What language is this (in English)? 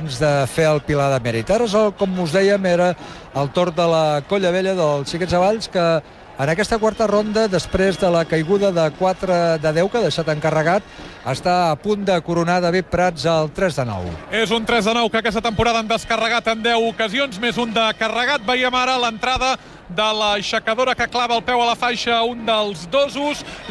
Catalan